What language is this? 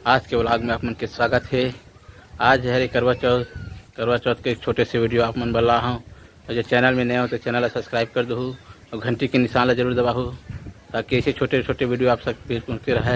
Chhattisgarhi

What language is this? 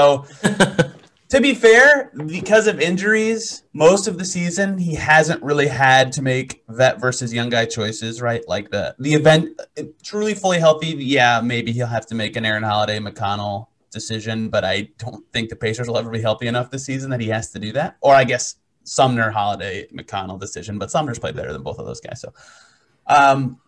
English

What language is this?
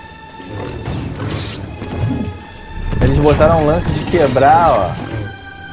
Portuguese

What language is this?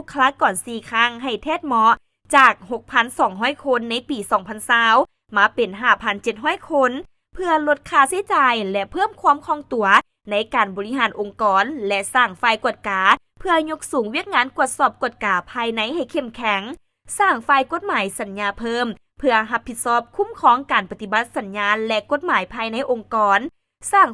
Lao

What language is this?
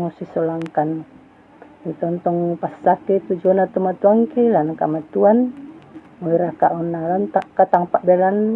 Toraja-Sa'dan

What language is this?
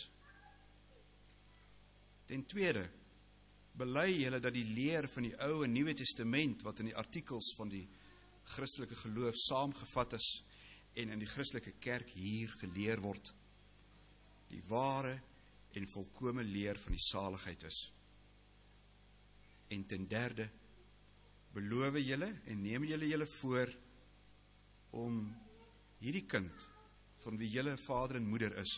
Afrikaans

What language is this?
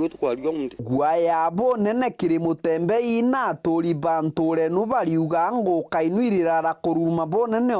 Meru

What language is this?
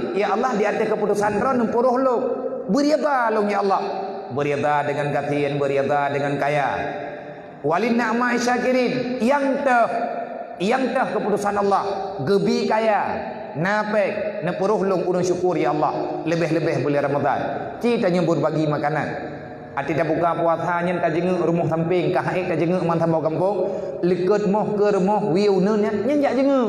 Achinese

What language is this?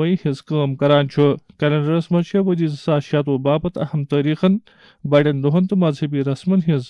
Kashmiri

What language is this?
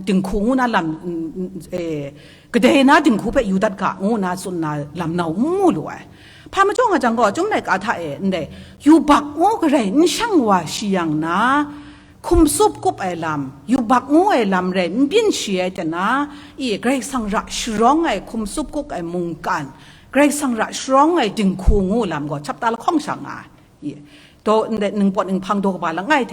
Kachin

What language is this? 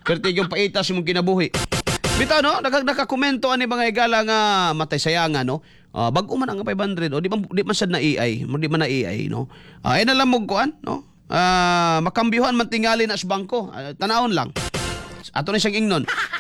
Cebuano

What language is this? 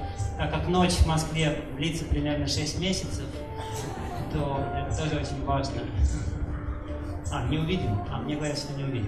Russian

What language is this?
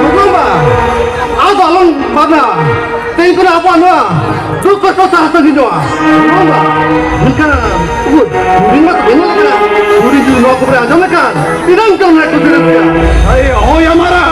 Santali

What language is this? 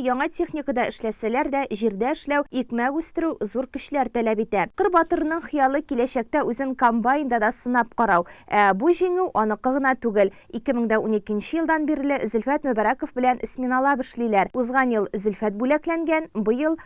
Tatar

